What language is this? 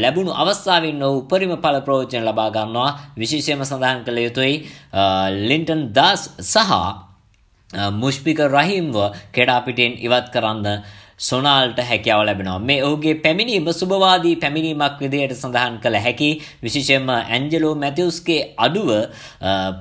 Sinhala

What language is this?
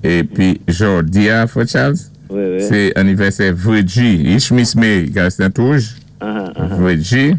Saint Lucian Creole French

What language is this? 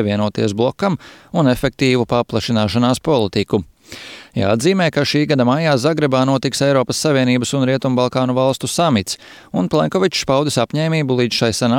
Latvian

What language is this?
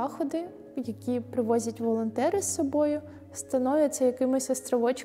Ukrainian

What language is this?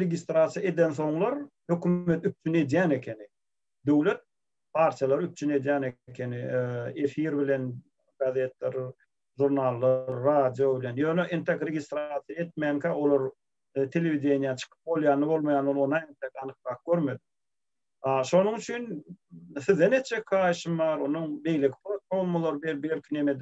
Turkmen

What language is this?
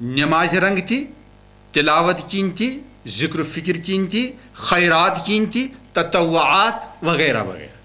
Kashmiri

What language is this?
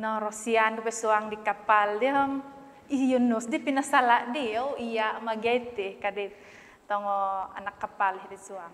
Central Dusun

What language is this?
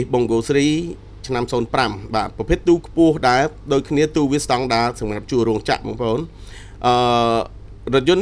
Khmer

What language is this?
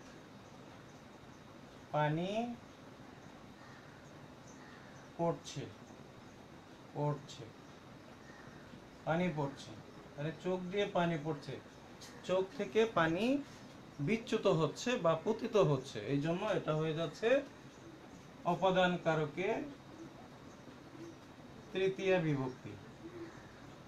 Bangla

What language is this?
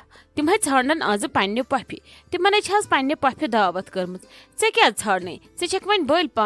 Kashmiri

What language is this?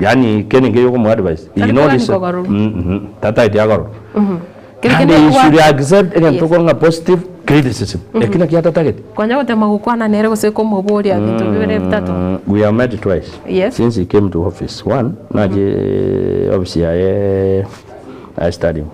Gusii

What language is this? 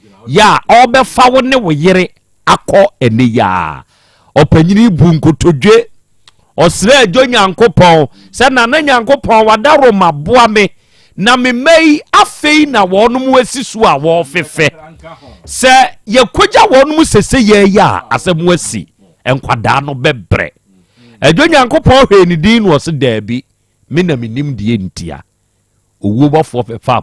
Akan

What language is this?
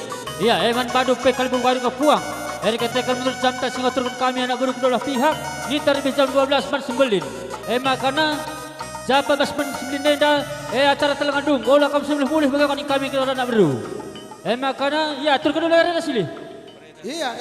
Batak Karo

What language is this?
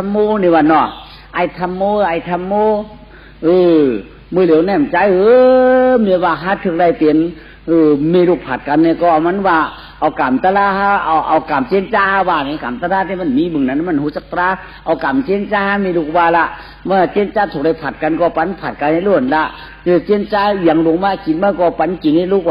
Shan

